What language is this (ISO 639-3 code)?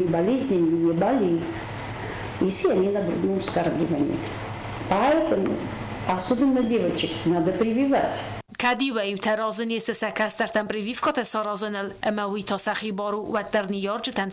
oss